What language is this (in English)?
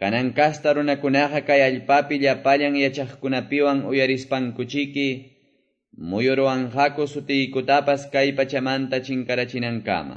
Quechua